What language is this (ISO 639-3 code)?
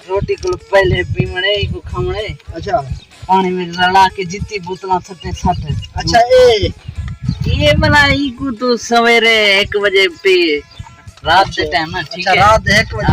skr